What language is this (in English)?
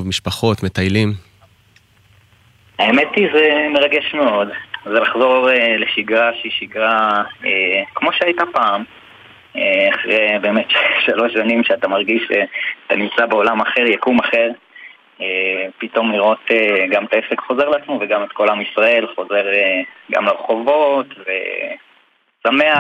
Hebrew